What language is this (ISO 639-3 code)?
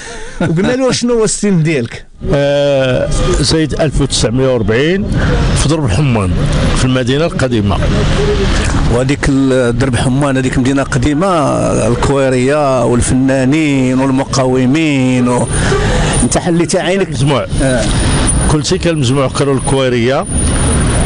ary